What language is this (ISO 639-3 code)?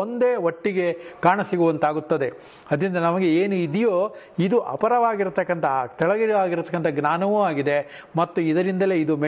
kan